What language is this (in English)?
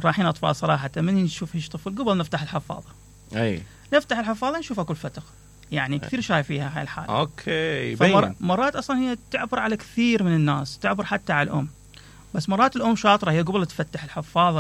Mesopotamian Arabic